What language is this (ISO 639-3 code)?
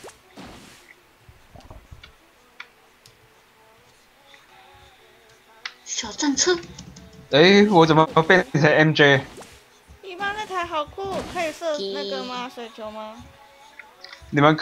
zho